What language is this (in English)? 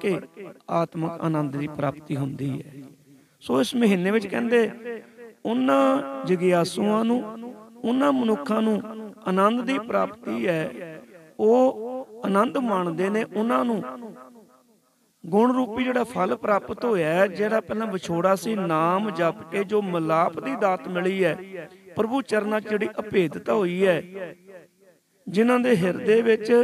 Punjabi